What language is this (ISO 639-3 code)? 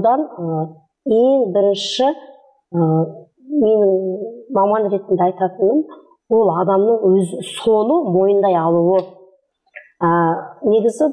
kaz